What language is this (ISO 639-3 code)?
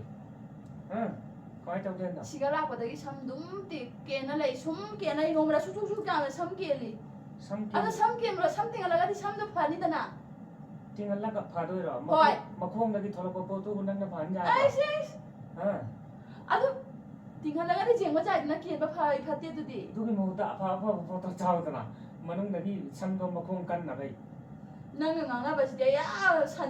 mni